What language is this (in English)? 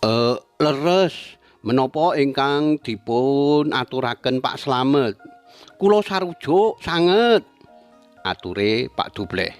Javanese